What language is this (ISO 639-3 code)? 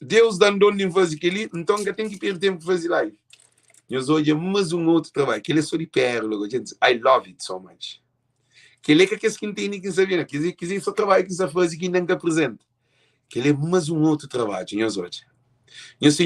kea